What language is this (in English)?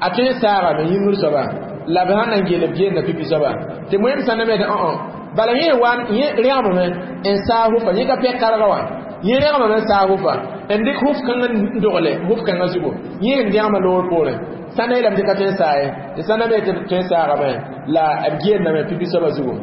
Mossi